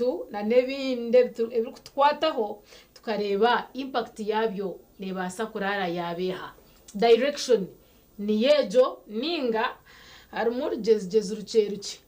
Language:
Nyankole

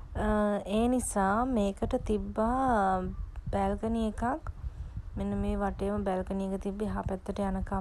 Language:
Sinhala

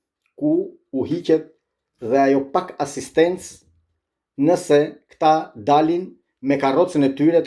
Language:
Albanian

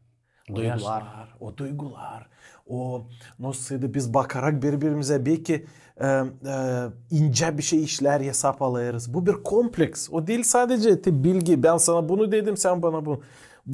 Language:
Gagauz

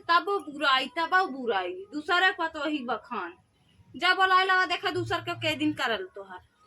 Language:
Awadhi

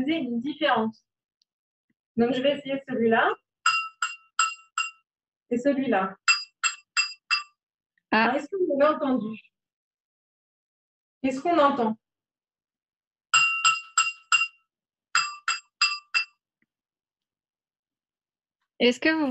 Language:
French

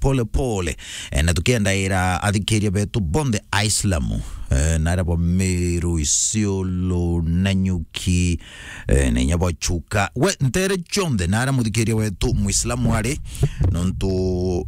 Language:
Meru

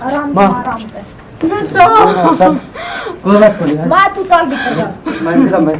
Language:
Haryanvi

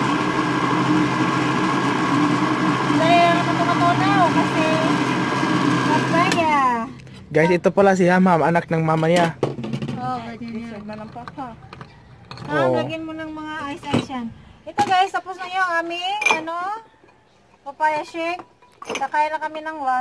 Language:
Filipino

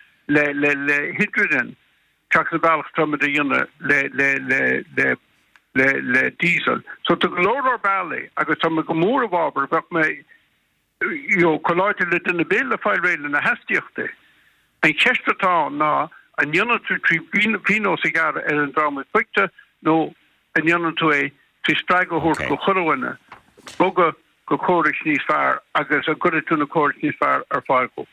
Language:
Irish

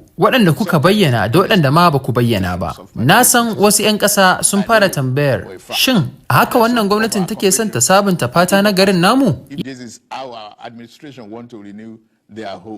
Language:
Hausa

